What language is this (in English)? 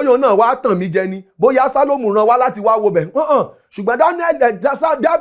Yoruba